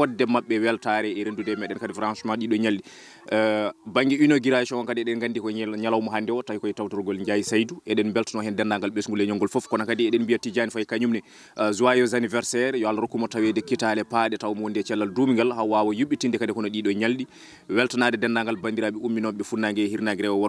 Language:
Fula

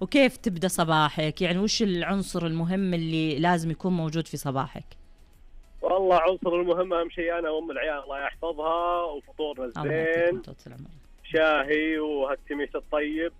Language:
Najdi Arabic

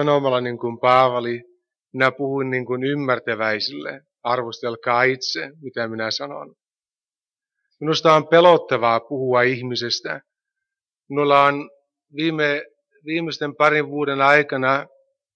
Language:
Finnish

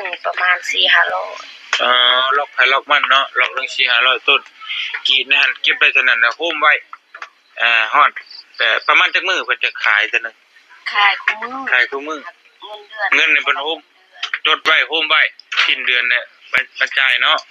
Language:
Lao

